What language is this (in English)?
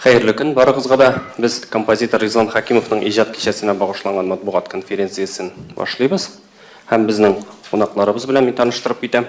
Tatar